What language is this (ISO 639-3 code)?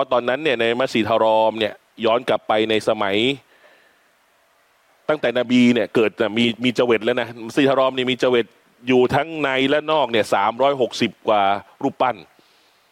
tha